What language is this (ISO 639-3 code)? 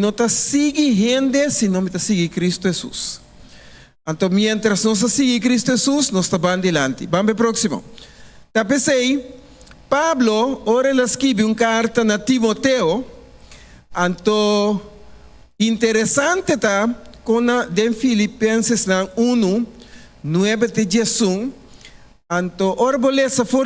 pap